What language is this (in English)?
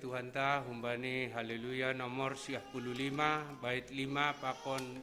Batak Simalungun